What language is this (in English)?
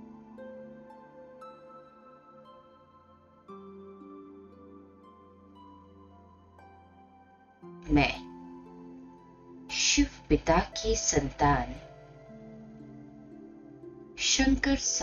Hindi